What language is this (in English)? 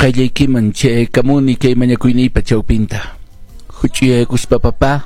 Quechua